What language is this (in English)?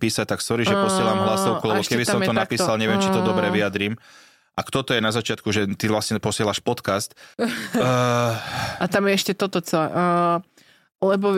Slovak